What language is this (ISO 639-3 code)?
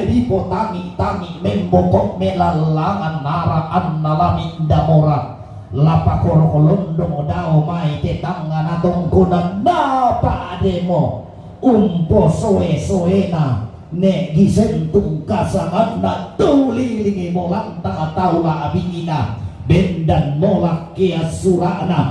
sda